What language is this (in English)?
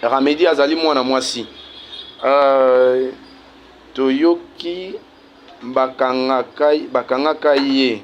Lingala